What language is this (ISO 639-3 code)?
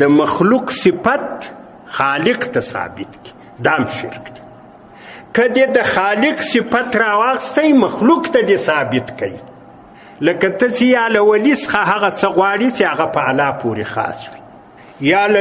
pus